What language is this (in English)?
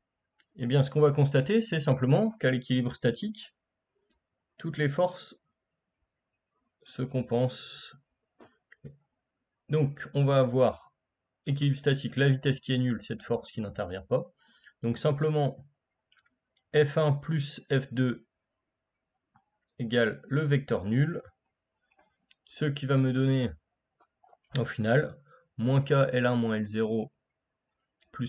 French